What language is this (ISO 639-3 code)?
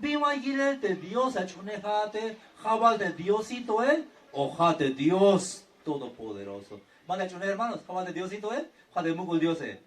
tzh